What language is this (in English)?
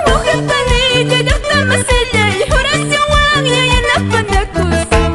Quechua